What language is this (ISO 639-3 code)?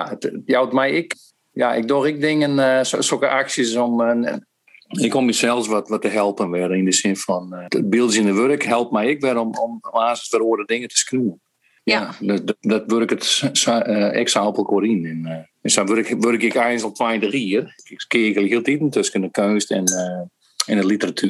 fry